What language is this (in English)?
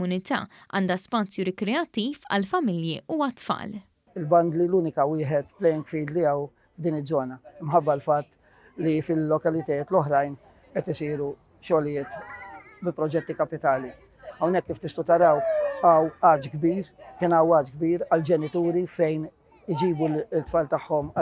Maltese